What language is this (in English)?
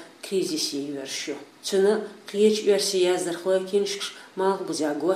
Chechen